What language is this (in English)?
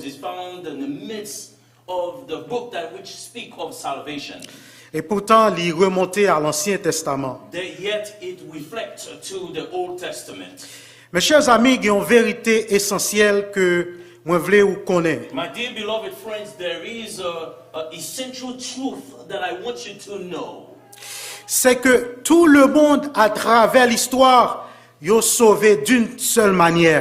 Haitian Creole